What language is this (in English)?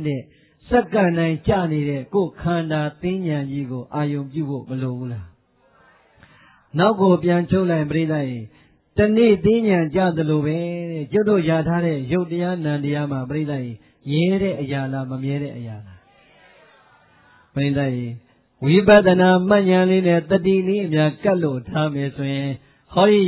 Burmese